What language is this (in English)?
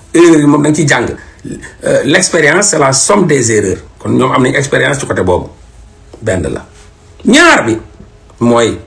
Wolof